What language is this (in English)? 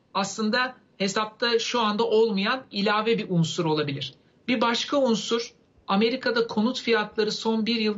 Turkish